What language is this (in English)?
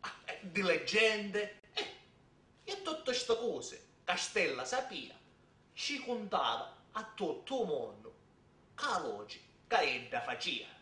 Sicilian